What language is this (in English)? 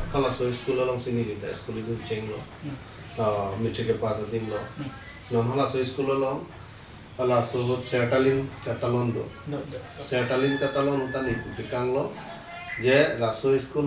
Karbi